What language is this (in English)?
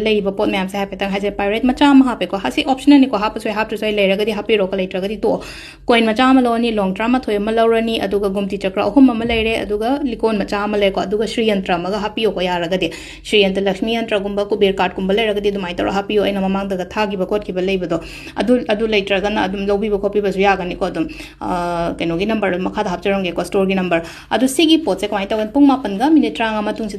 Manipuri